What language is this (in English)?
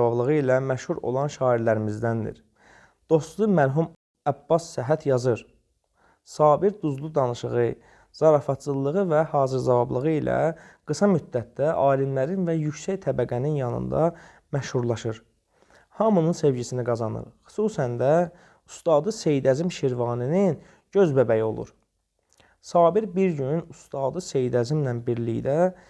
Azerbaijani